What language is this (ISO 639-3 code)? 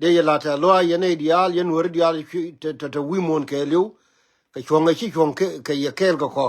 nus